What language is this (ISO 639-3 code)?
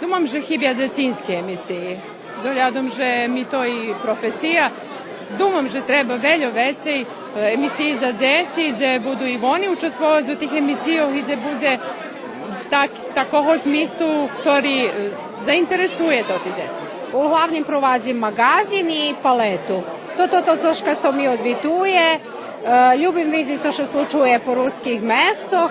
rue